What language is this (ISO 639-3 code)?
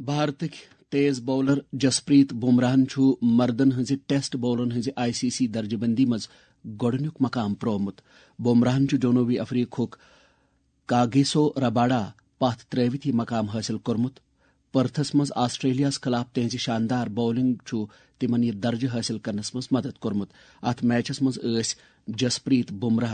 kas